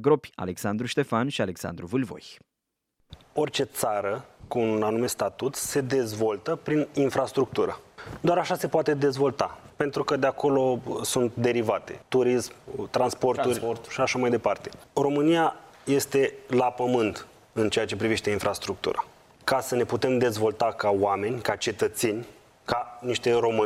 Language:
Romanian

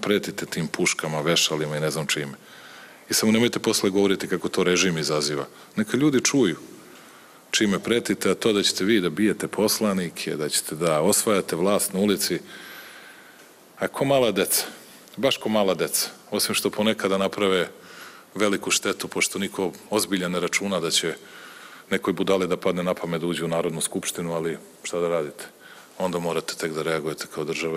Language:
Serbian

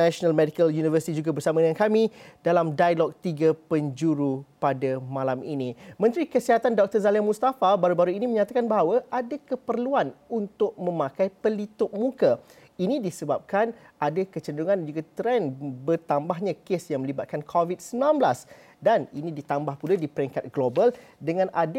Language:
Malay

